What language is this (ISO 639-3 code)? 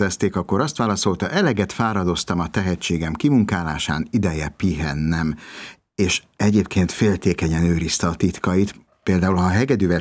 hun